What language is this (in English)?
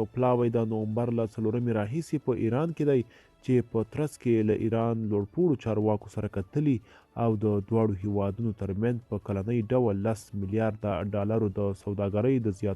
Pashto